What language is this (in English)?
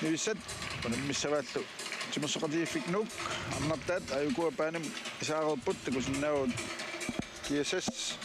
Kalaallisut